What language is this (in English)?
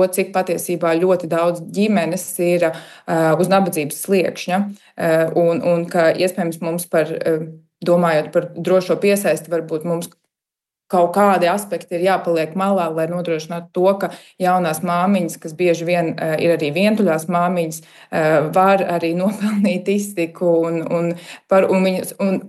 Latvian